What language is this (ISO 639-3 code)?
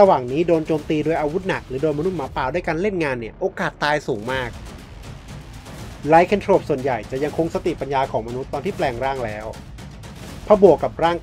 tha